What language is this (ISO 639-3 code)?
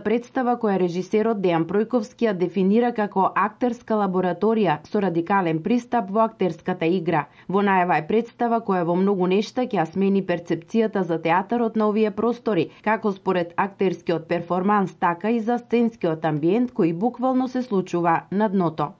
mkd